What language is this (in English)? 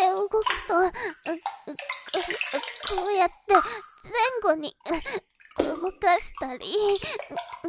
Japanese